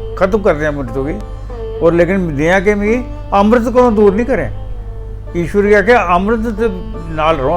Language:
Dogri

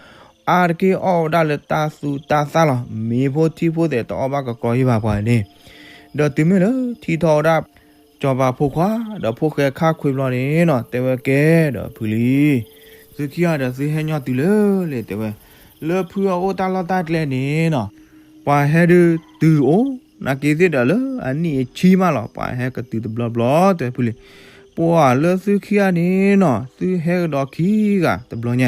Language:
S'gaw Karen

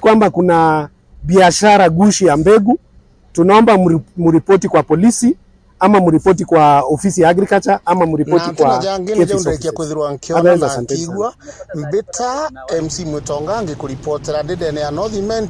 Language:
Meru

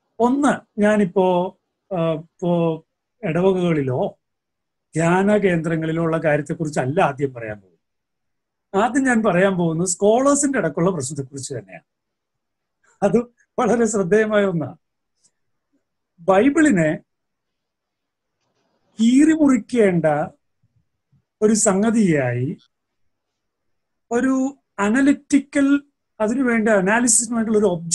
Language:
Malayalam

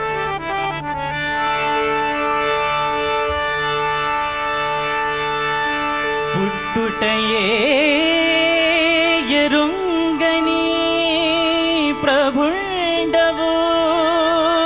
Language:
Telugu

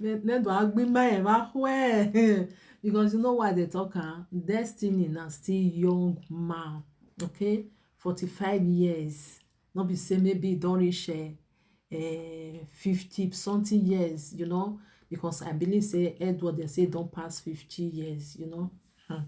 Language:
Nigerian Pidgin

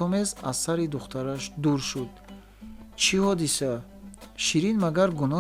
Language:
Tajik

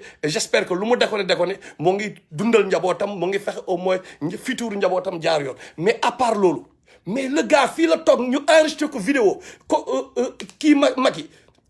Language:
Wolof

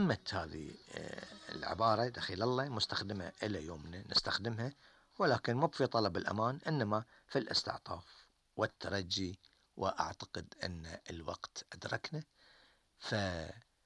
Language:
Gulf Arabic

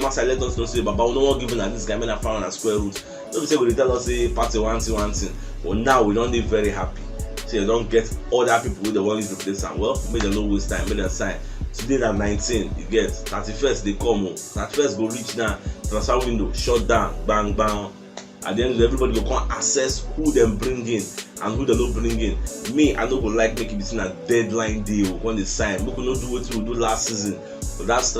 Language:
Nigerian Pidgin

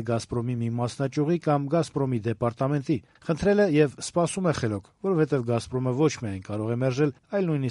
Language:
Armenian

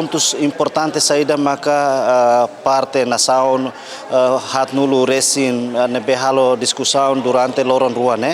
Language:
Tetum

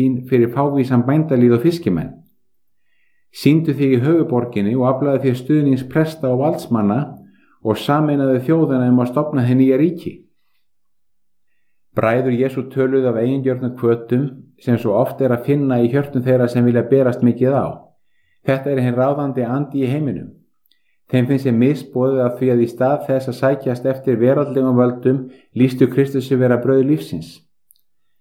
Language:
Icelandic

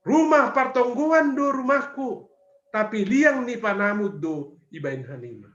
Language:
Batak Simalungun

